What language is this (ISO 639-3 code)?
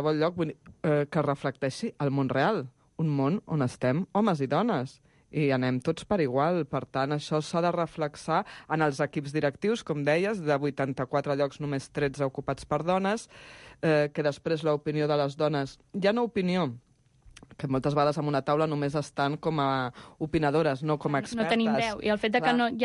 cat